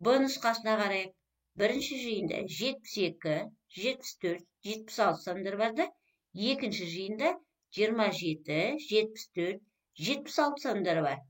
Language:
Kazakh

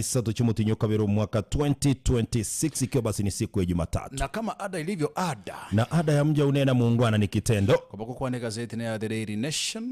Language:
Gusii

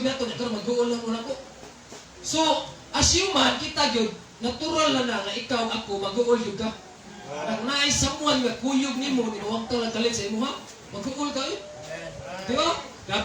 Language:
Cebuano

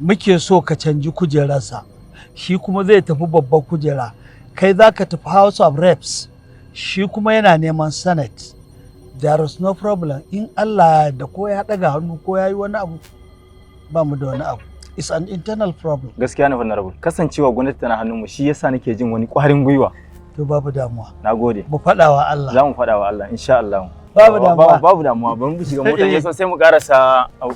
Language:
Hausa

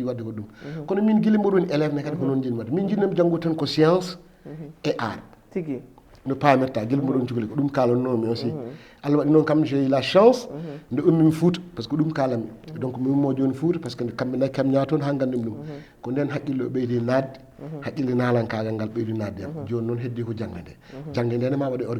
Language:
Fula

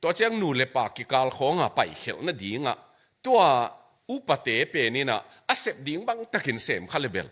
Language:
Tedim Chin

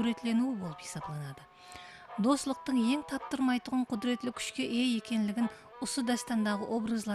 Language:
Kara-Kalpak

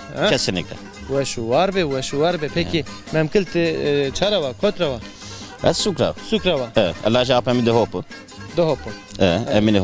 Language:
Zaza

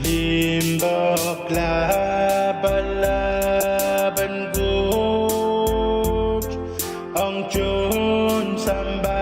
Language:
Pohnpeian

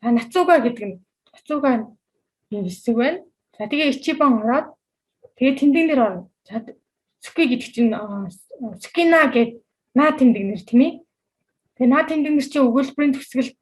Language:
Mongolian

